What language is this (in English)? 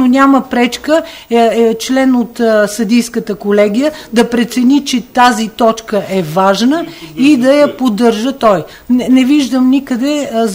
Bulgarian